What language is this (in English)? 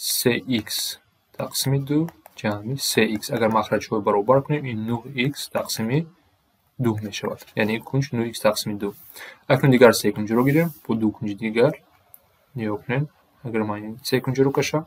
Tajik